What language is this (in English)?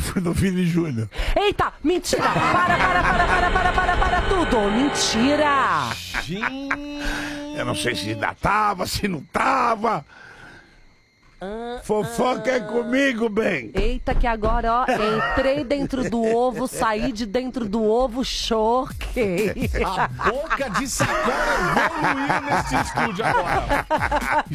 Portuguese